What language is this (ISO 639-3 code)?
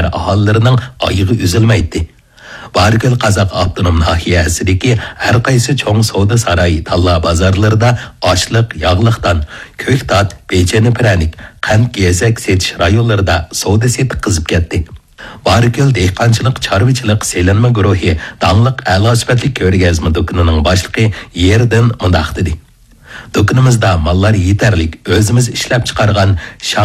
uig